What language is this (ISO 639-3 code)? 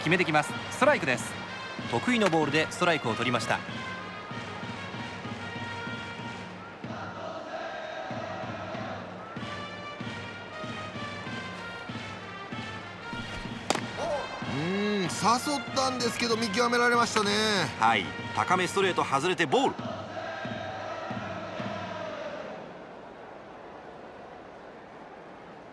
jpn